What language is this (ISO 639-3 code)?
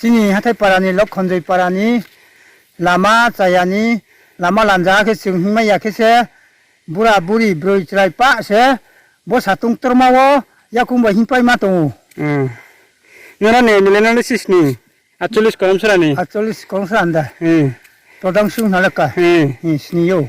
ria